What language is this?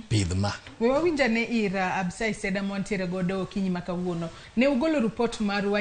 Luo (Kenya and Tanzania)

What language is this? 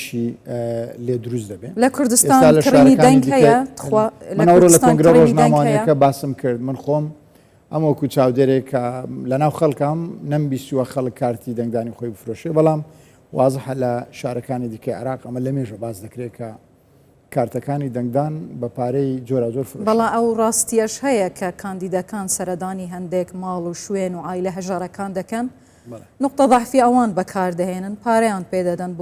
Central Kurdish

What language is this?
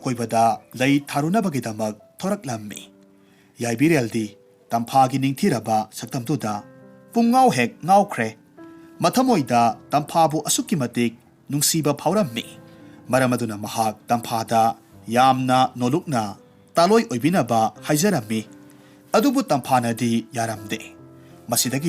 Manipuri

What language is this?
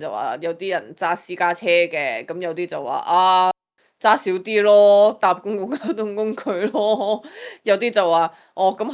Cantonese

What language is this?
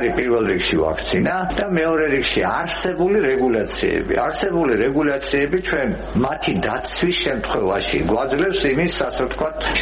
Georgian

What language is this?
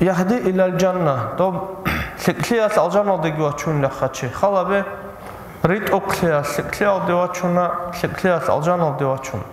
Avaric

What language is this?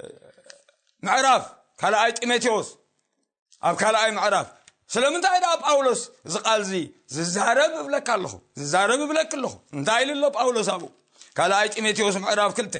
Tigrinya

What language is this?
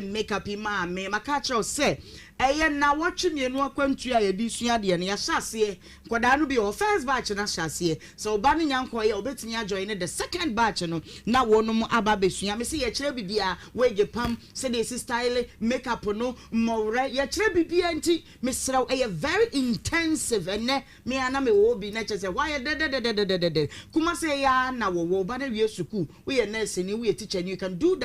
Akan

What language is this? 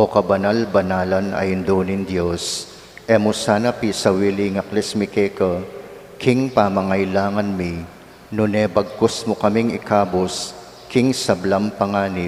Pampanga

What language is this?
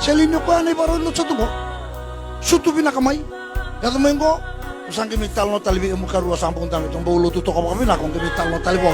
Fijian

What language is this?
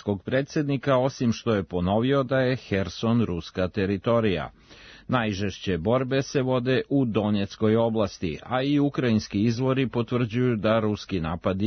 Serbian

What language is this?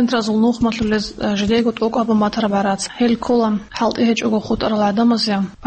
Avaric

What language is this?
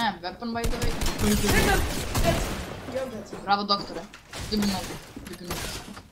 Croatian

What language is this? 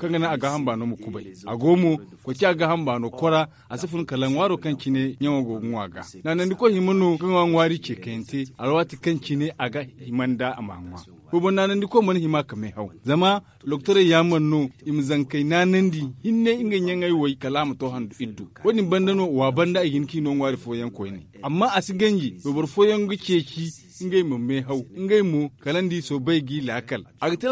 Zarma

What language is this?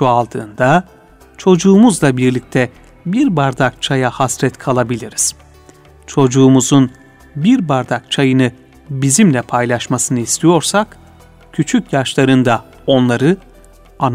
Turkish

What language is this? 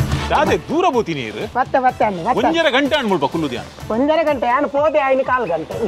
Kannada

